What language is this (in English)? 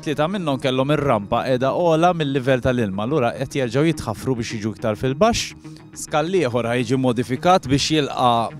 Maltese